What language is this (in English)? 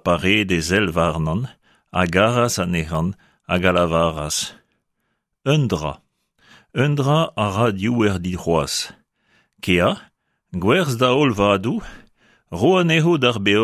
Breton